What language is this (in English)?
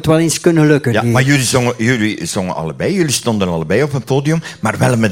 Dutch